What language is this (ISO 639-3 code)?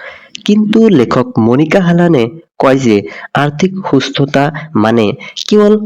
asm